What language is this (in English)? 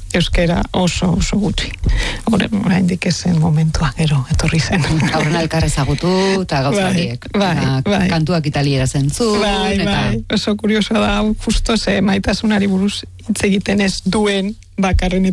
Basque